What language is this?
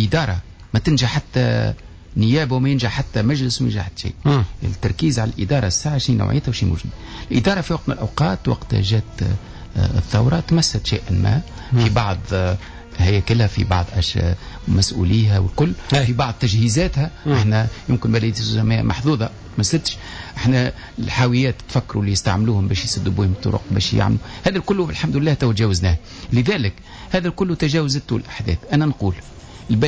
Tunisian Arabic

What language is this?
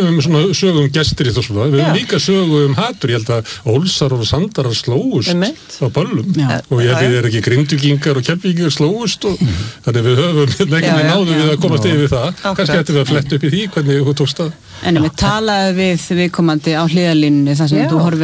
Icelandic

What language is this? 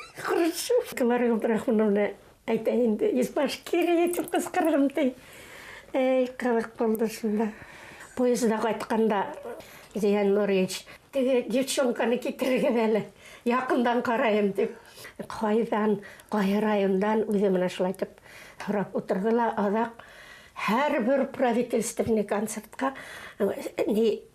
Bashkir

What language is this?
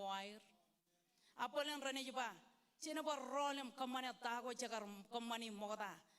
Marshallese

